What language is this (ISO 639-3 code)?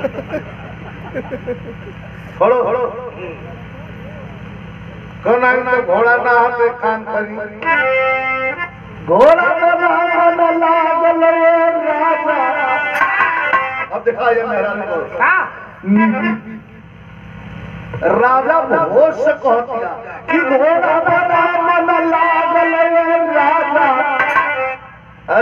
bho